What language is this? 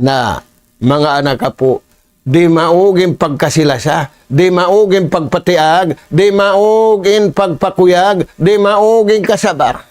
Tausug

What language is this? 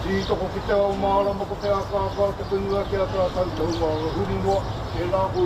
Māori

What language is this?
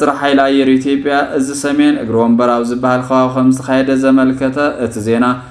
Tigrinya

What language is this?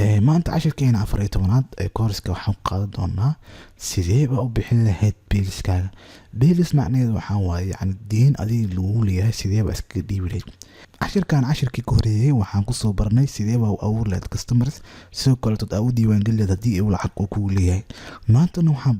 Somali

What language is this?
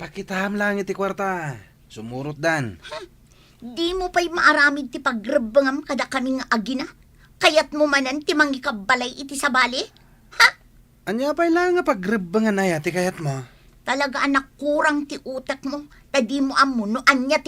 Iloko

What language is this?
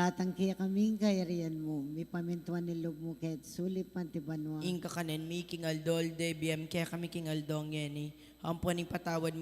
Pampanga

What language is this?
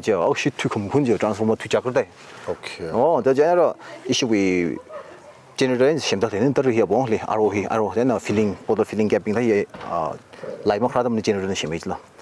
Tangkhul Naga (India)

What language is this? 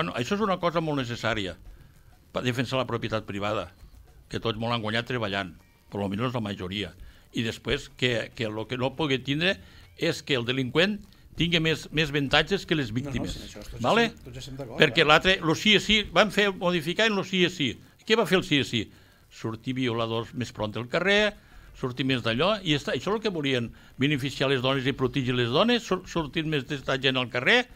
Catalan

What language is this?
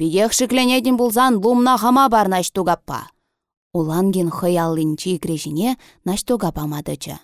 Chuvash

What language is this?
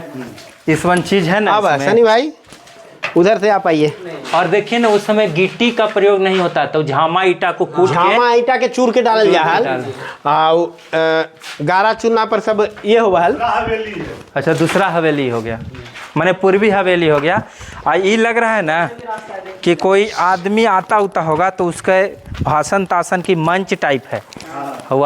Magahi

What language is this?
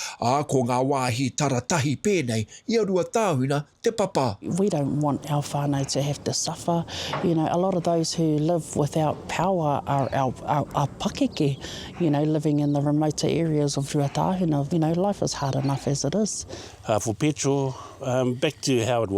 Māori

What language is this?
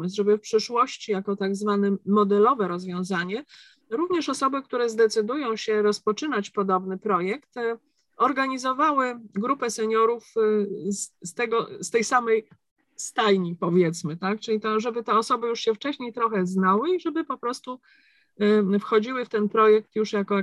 Polish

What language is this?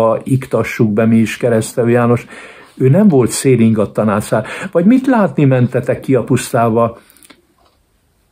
Hungarian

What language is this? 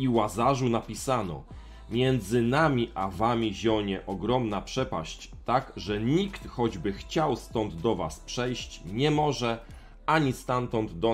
Polish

